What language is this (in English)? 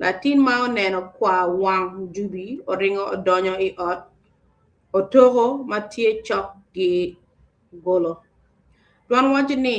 Acoli